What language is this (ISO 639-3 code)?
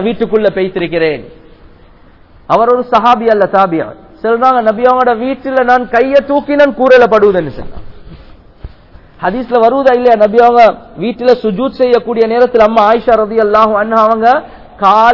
tam